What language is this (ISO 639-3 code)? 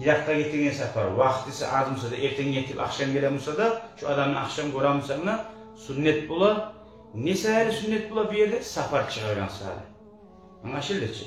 kum